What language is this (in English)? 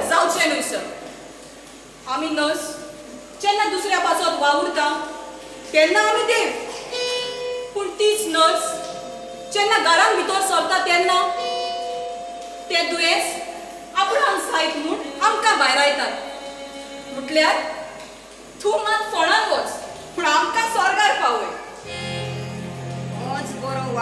Konkani